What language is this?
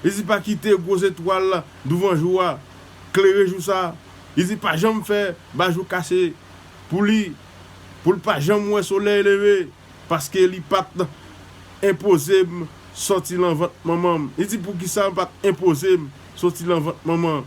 Haitian Creole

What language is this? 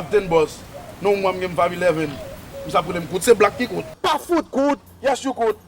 Haitian Creole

